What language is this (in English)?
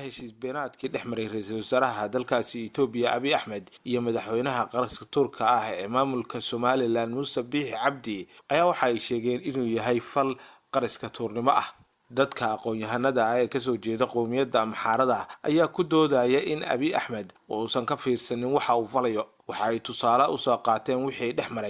Somali